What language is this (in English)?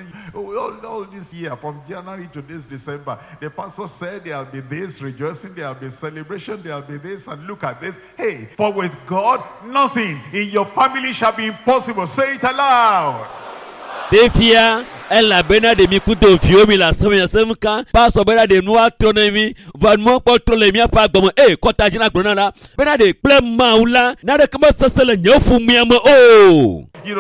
Ewe